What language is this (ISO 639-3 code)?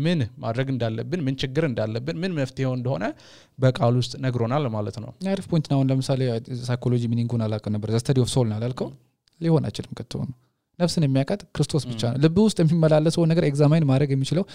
amh